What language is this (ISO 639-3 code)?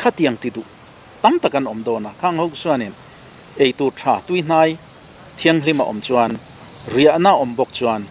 lus